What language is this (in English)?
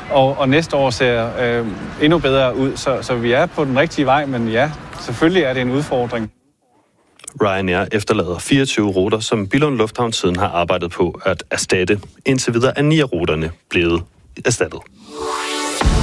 Danish